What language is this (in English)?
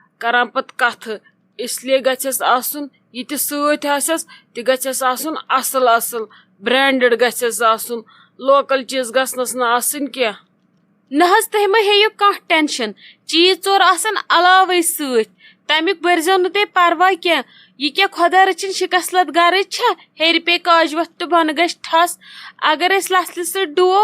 Kashmiri